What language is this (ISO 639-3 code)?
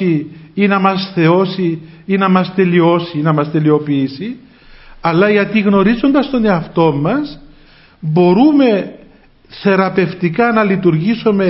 ell